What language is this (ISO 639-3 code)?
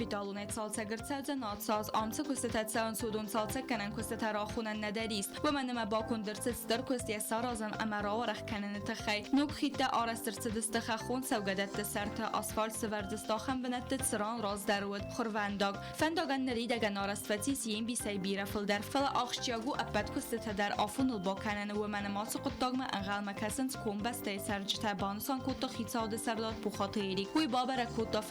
oss